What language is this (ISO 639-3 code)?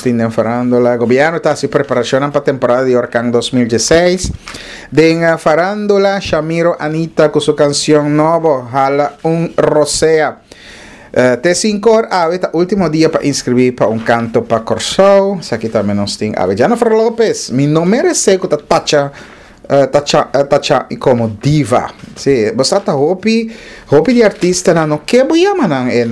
pap